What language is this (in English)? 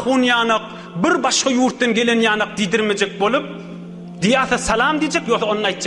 Turkmen